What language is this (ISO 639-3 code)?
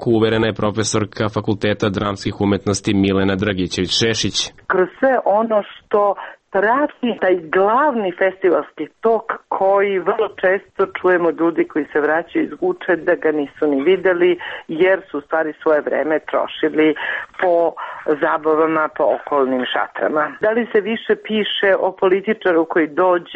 srp